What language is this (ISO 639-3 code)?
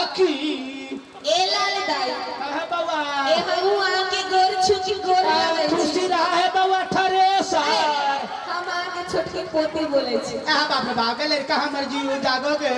mai